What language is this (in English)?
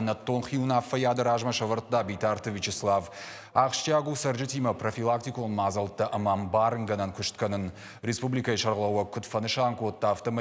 Ossetic